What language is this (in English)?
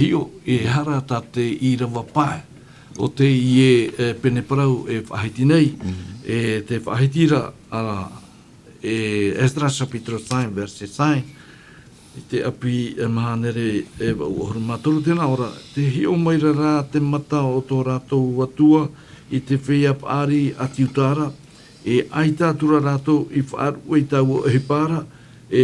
Tahitian